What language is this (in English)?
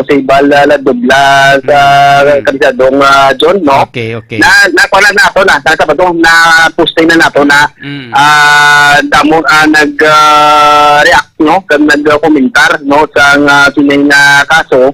Hiligaynon